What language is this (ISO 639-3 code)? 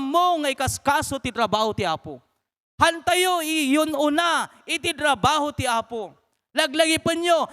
ilo